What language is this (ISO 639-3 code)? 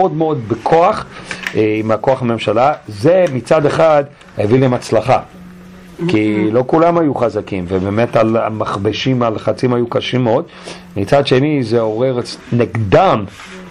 heb